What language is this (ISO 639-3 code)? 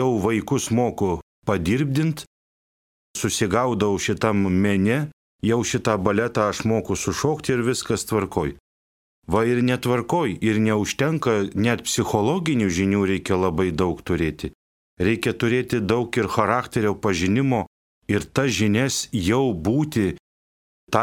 lit